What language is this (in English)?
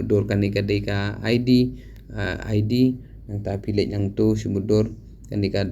Khasi